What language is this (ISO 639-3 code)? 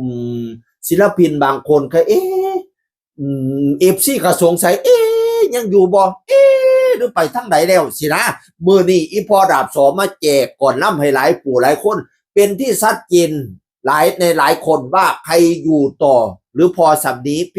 tts